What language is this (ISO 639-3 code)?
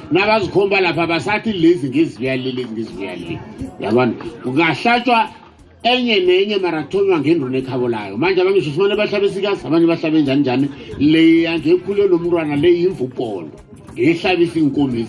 nbl